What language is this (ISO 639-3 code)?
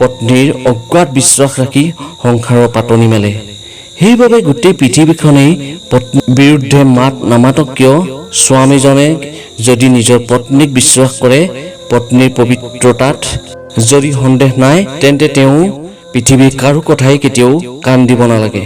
asm